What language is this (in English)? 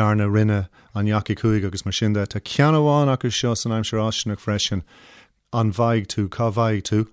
Irish